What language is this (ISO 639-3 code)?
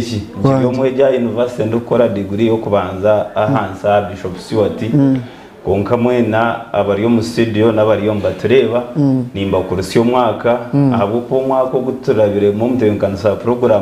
nyn